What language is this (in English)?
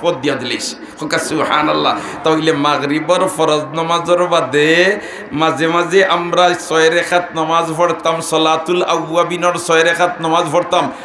Sylheti